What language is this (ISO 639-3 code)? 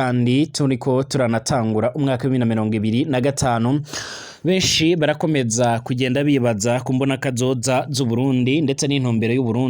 run